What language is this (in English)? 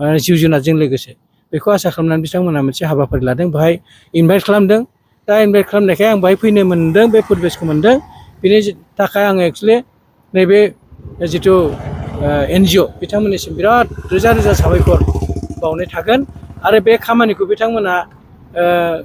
Bodo